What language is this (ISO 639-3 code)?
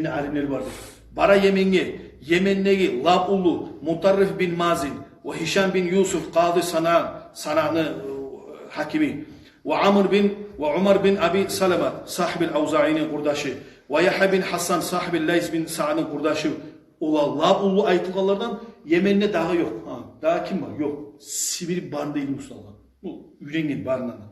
kum